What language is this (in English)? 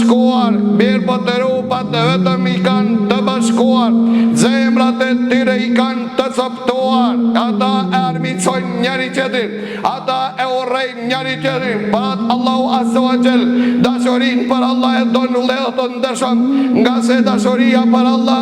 Albanian